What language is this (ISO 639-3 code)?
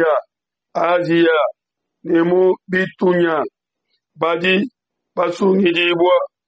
lua